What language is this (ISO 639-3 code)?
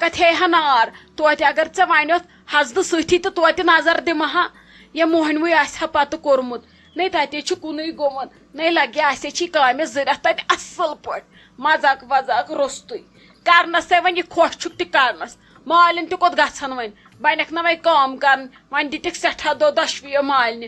kas